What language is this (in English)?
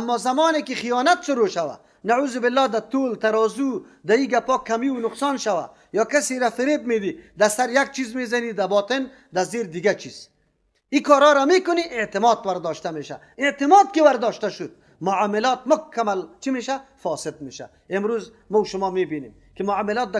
Persian